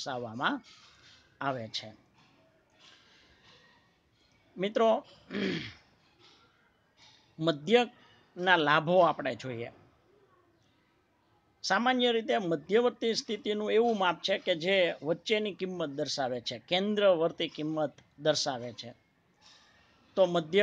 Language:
Gujarati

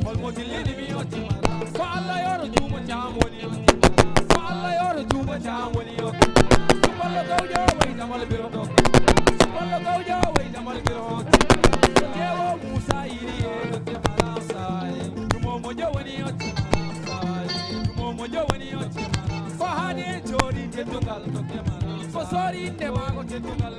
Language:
Fula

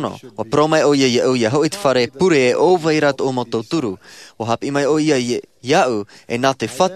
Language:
Tahitian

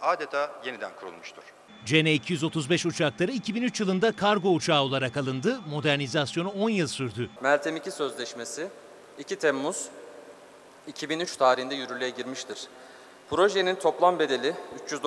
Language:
Turkish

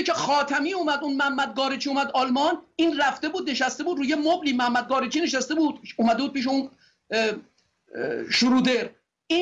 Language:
Persian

